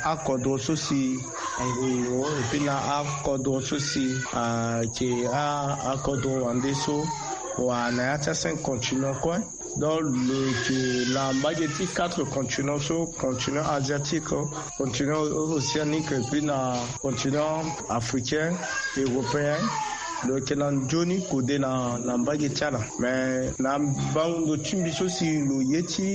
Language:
Sango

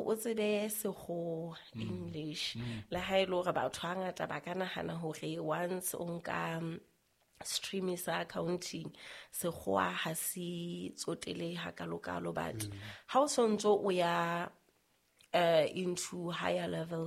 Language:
Southern Sotho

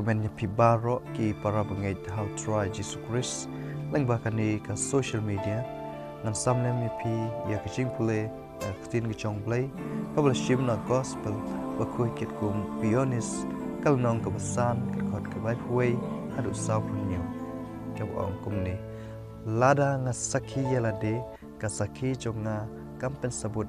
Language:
Khasi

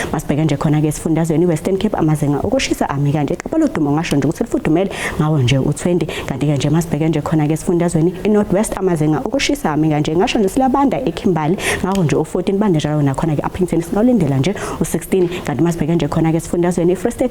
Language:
Zulu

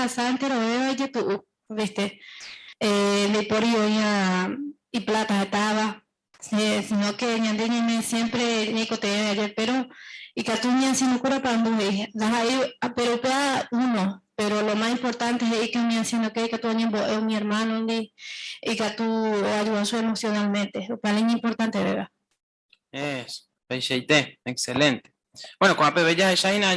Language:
Guarani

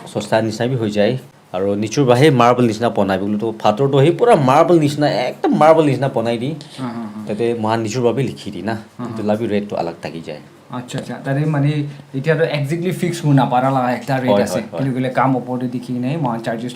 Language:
Naga Pidgin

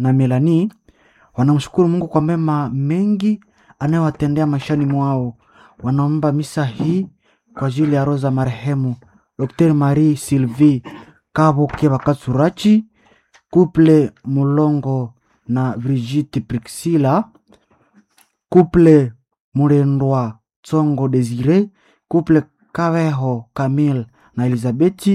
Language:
Swahili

